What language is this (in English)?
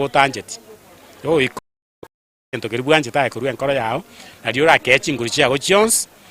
Gusii